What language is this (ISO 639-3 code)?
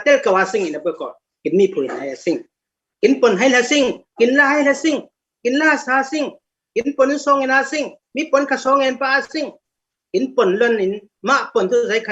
cfm